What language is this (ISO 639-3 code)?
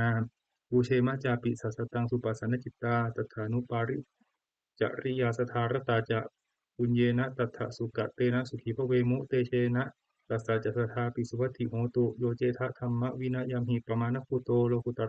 pli